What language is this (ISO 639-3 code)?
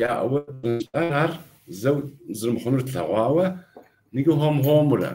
kbd